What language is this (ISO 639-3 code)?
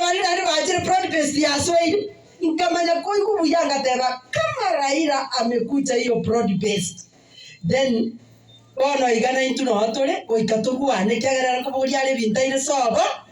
guz